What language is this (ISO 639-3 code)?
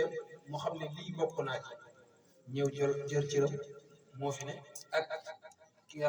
wol